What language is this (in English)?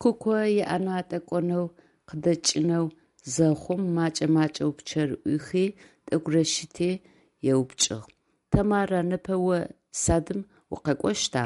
Adyghe